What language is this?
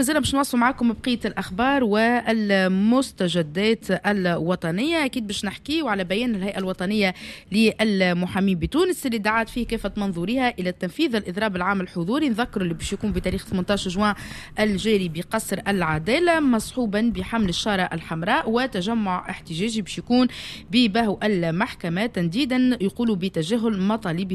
Tunisian Arabic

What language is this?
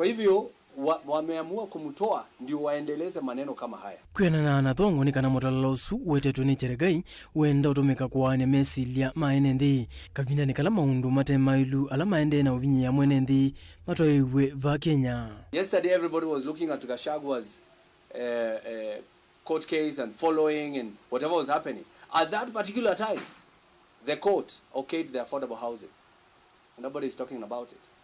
Kamba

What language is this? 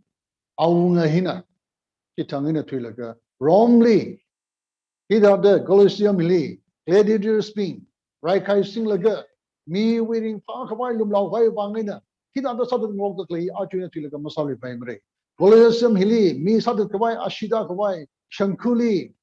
Tangkhul Naga (India)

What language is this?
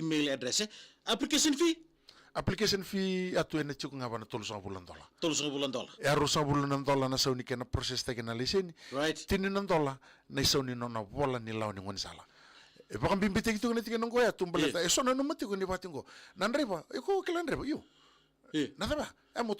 Fijian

